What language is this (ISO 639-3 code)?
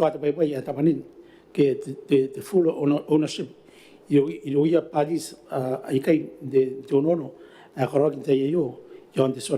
gil